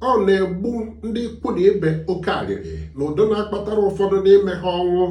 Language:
Igbo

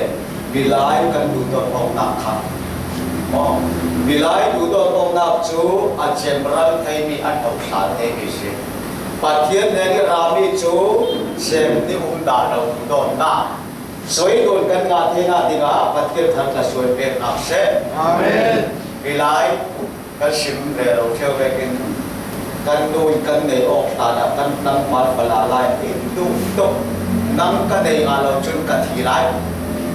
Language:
Falam Chin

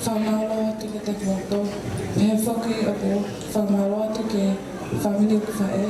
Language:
Tongan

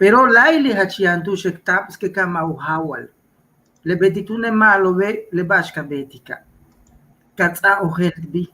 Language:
Yucateco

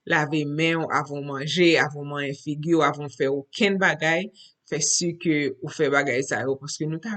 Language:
Haitian Creole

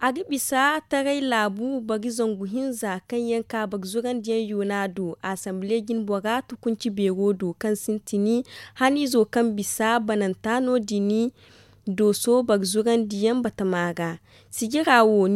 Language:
Zarma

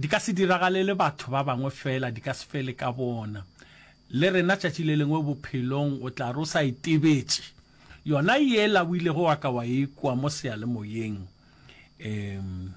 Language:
Northern Sotho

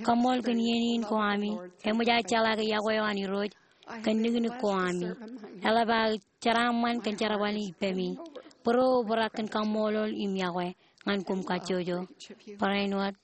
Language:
Marshallese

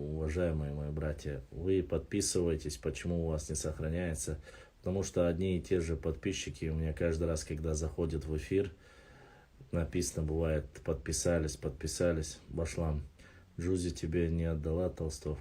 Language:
Chechen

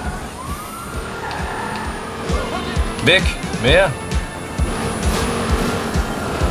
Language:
Danish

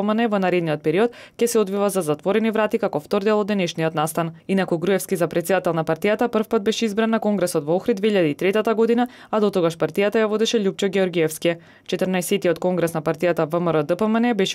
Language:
Macedonian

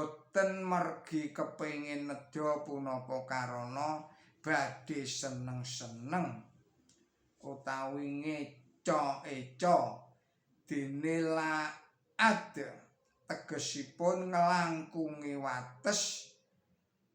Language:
Javanese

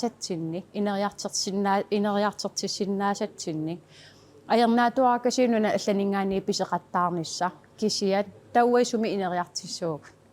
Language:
Kalaallisut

